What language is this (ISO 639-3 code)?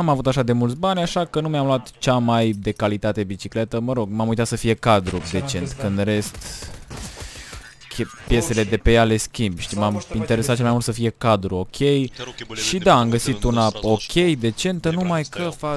ron